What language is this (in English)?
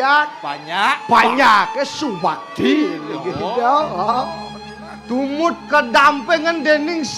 Balinese